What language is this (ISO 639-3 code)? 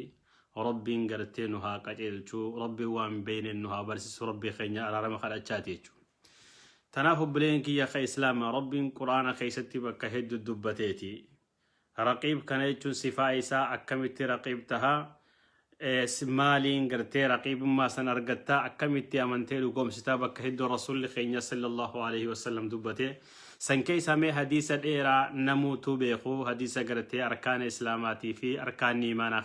orm